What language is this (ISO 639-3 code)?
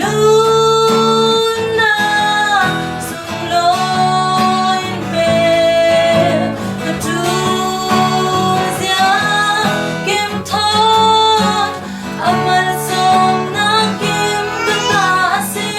cfm